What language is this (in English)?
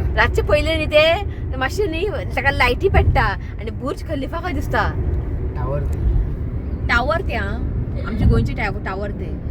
Konkani